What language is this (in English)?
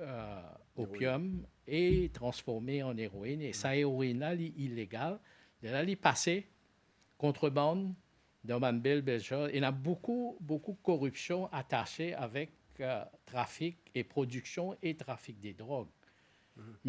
Morisyen